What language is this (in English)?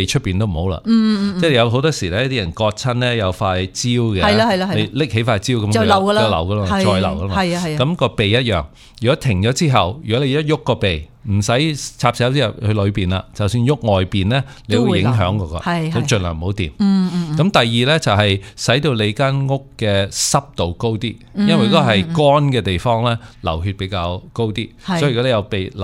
Cantonese